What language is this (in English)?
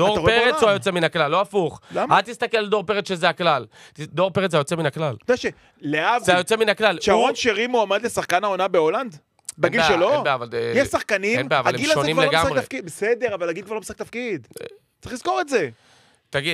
Hebrew